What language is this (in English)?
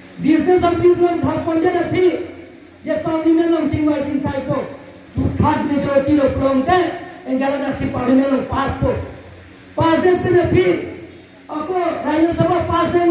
Karbi